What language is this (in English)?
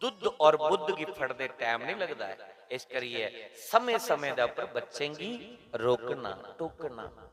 Dogri